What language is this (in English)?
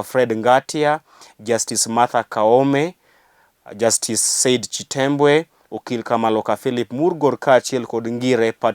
Luo (Kenya and Tanzania)